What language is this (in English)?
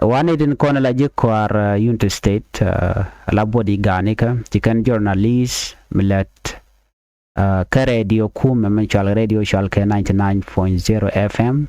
Nuer